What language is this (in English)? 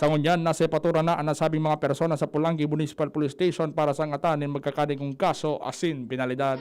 Bikol